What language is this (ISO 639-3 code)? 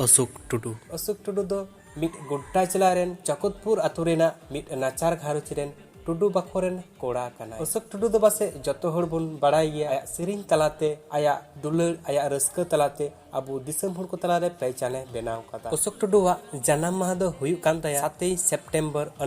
sat